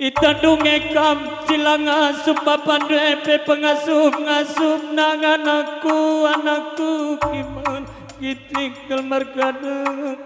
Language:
Batak Karo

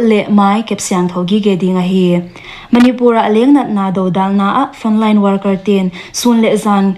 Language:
Paite Chin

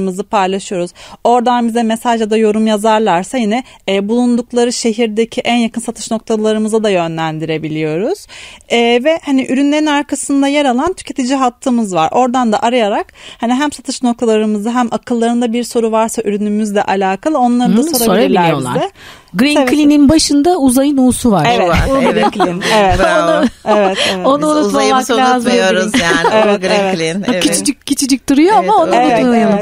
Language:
Turkish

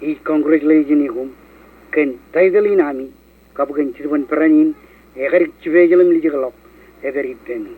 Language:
Marshallese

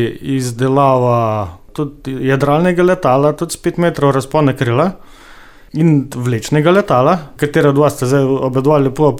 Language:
Slovenian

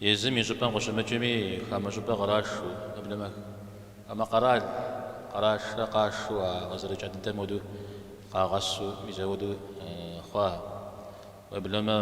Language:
Kabardian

